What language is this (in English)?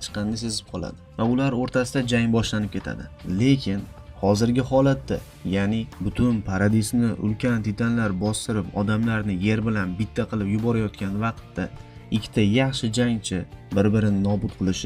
Uzbek